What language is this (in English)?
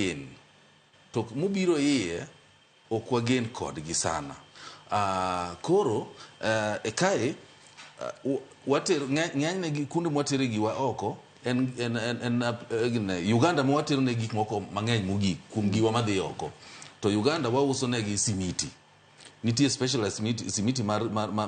Luo (Kenya and Tanzania)